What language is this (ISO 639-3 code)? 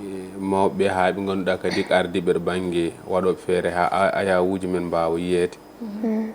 ful